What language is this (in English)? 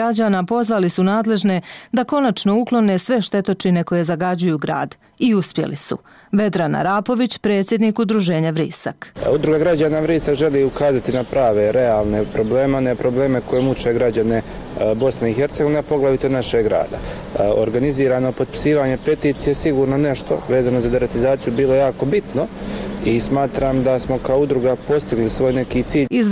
Bosnian